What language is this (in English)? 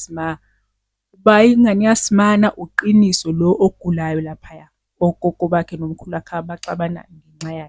Zulu